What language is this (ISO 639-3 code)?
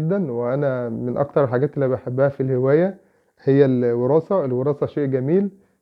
arz